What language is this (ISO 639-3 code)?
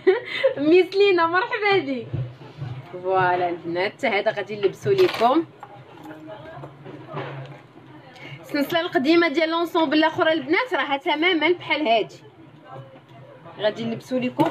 ary